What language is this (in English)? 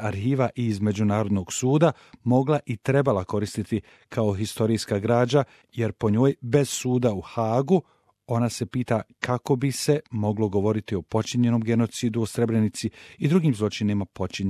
Bosnian